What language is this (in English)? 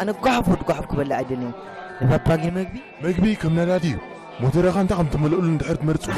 Tigrinya